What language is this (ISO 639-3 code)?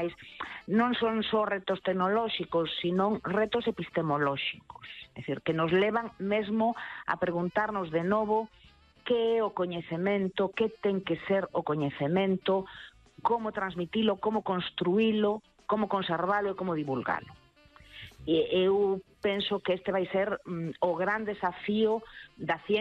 glg